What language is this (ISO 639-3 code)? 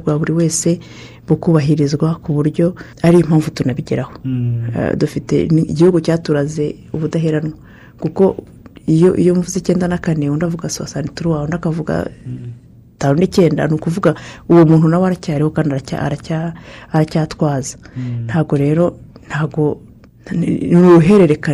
kin